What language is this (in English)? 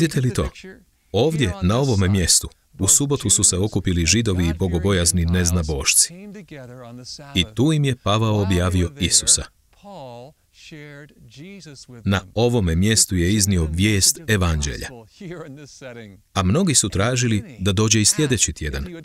Croatian